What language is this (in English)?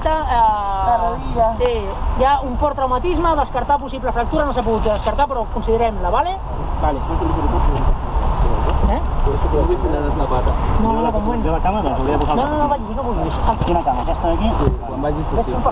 Catalan